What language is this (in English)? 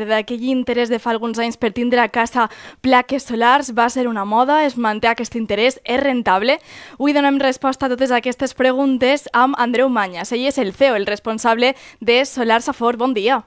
Catalan